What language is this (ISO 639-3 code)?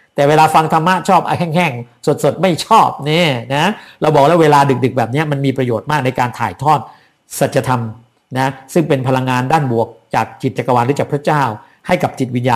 tha